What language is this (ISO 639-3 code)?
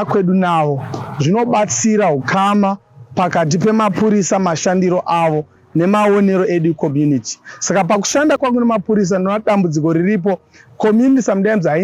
sna